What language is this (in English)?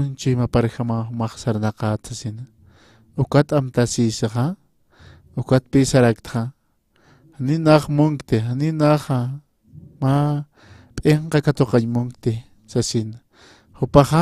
Aymara